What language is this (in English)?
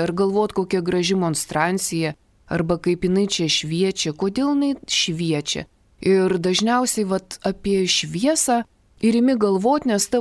Lithuanian